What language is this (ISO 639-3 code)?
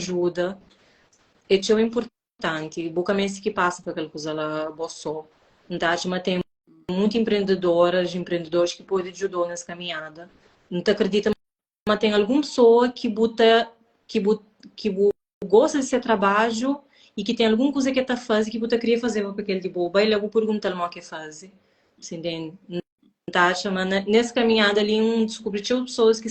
kea